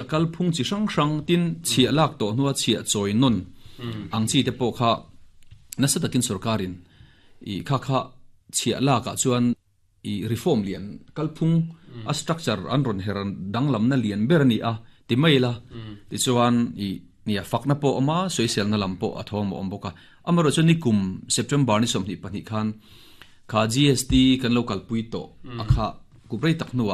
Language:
Mizo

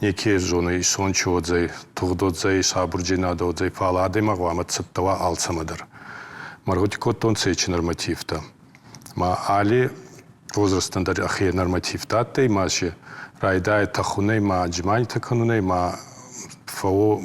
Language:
Ossetic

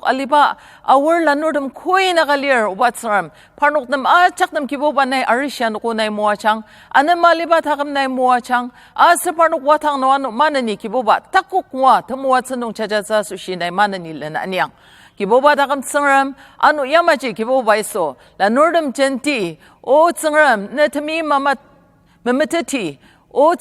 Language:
Ao Naga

